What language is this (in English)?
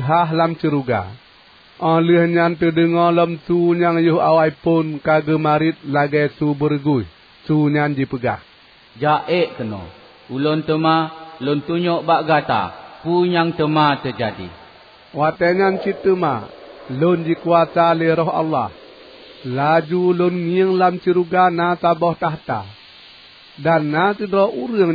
Achinese